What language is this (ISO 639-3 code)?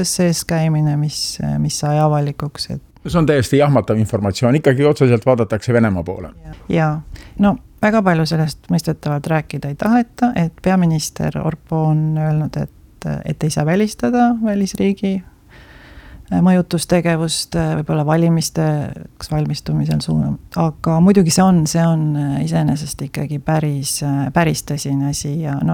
est